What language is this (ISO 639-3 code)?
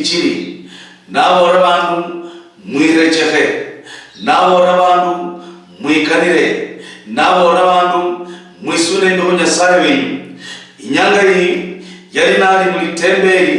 luy